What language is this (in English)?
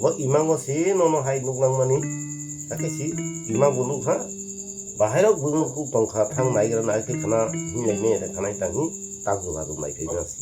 Kok Borok